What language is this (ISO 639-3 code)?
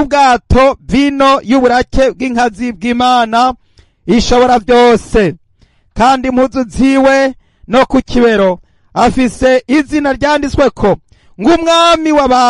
run